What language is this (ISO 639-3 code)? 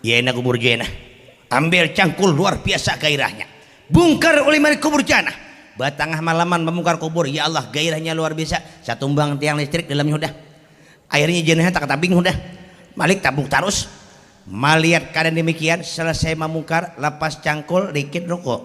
bjn